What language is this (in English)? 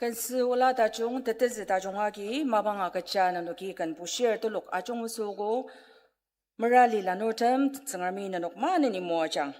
Ao Naga